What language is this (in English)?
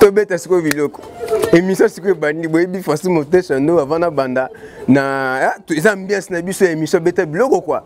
Lingala